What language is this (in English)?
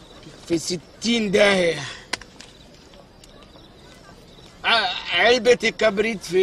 Egyptian Arabic